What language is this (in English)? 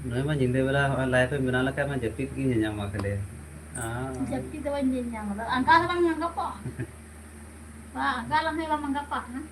Santali